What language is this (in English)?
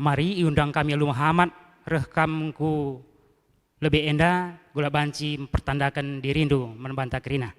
Batak Karo